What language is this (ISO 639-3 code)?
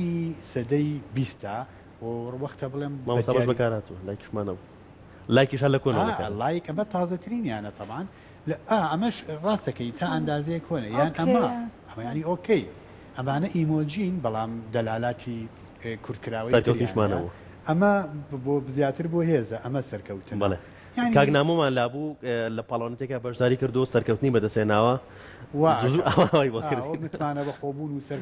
ckb